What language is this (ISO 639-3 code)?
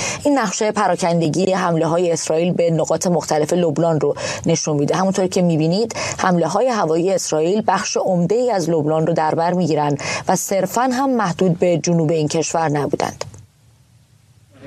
fas